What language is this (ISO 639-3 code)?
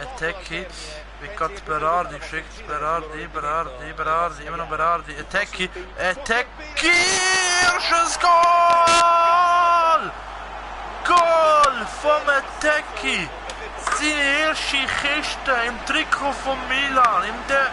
gsw